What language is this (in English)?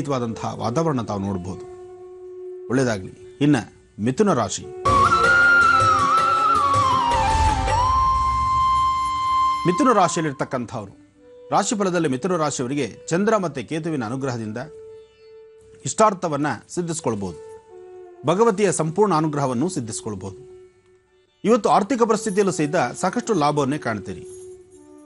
Kannada